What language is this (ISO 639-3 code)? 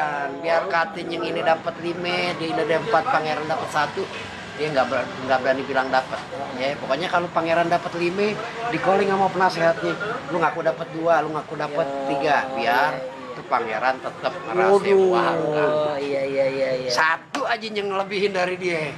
bew